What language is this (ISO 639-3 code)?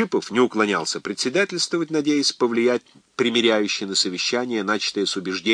rus